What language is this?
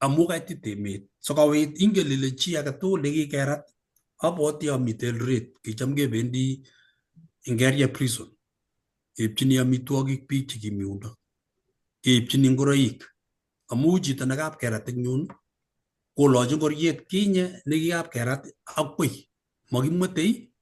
Kalenjin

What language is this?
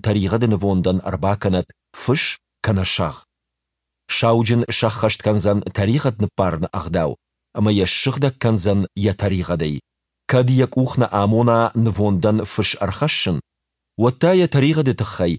Ossetic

